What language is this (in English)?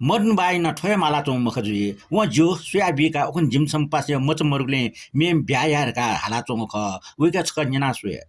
Newari